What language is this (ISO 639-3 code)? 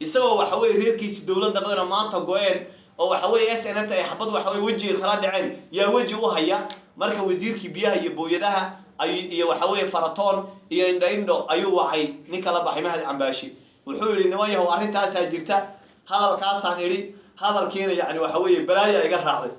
som